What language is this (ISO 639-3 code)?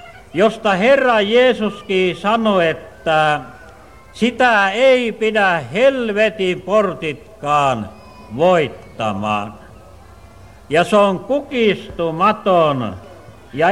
fin